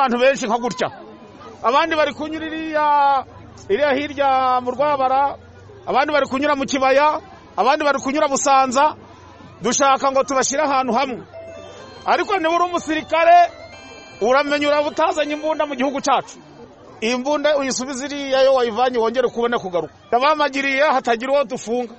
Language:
Kinyarwanda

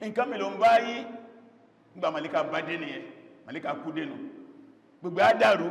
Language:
Yoruba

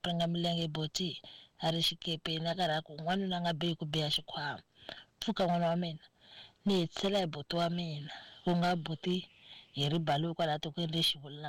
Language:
Tsonga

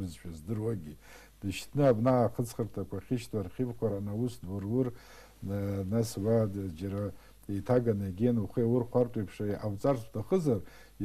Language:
Abkhazian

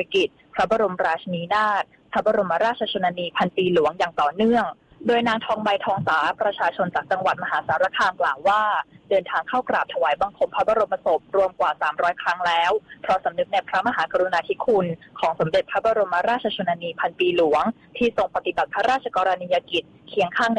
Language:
Thai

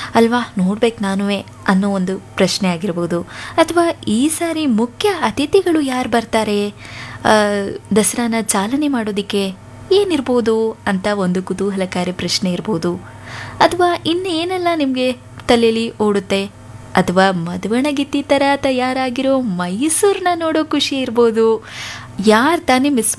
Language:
Kannada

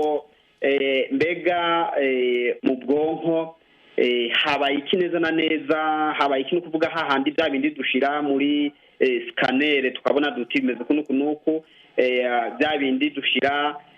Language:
Rundi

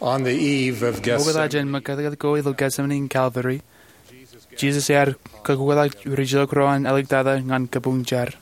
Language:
Marshallese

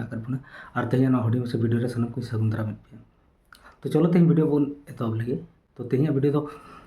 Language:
Santali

